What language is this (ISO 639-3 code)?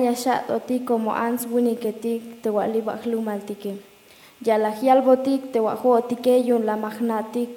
tzh